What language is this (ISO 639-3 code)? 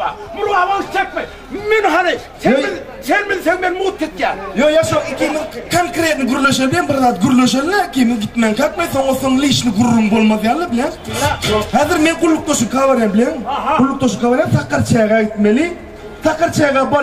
tuk